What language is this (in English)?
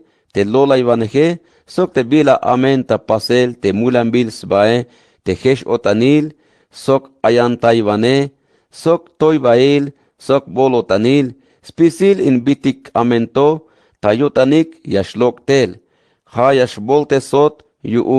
Tzeltal